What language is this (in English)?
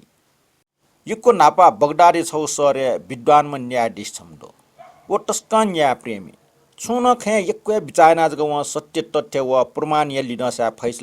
Newari